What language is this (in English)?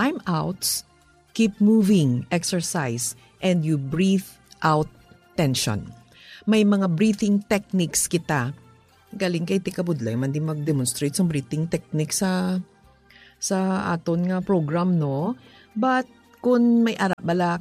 Hiligaynon